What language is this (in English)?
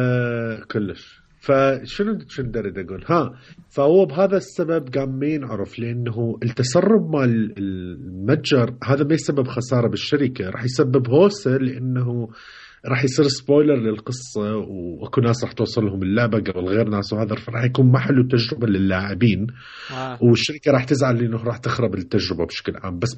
Mesopotamian Arabic